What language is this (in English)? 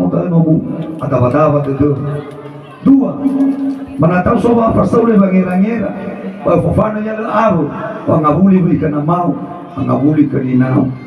Nias